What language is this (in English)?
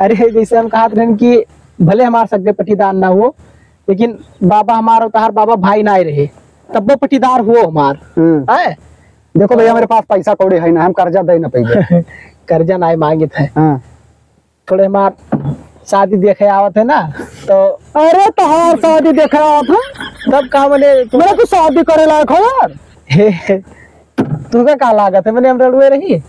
Awadhi